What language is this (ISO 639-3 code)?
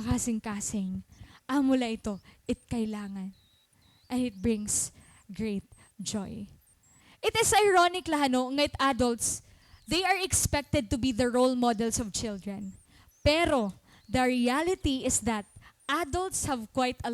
war